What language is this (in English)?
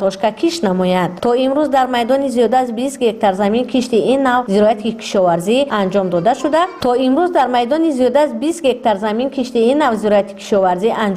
Tajik